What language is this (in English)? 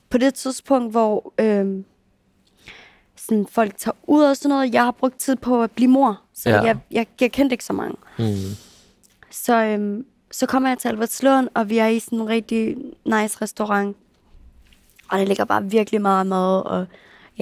Danish